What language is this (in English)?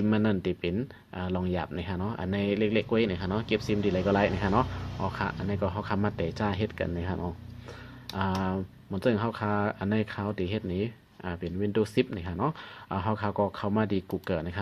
Shan